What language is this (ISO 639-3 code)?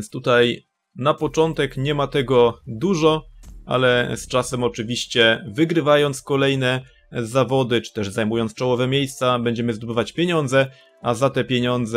pol